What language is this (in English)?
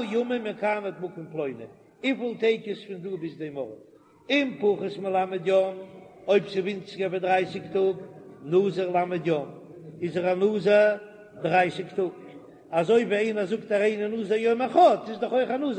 Yiddish